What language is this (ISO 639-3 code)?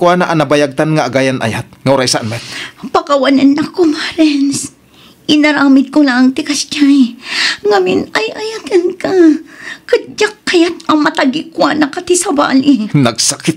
ilo